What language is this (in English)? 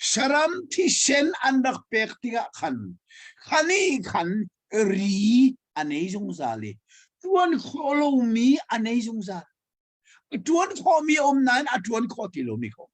Hakha Chin